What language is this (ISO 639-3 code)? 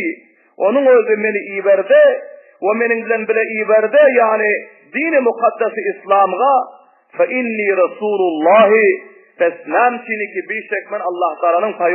tuk